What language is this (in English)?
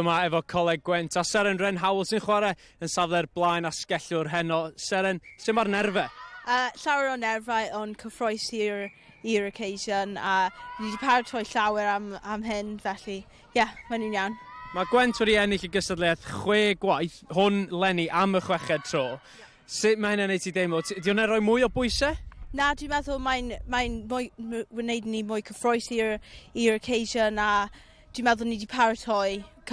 Welsh